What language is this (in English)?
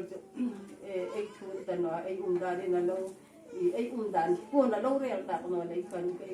Hmar